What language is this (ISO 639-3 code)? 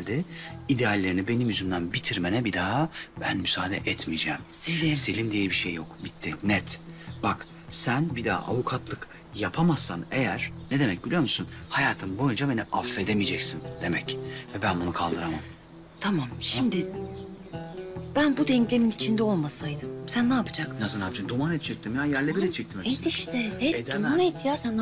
tur